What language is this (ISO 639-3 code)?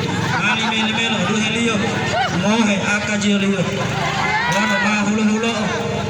gor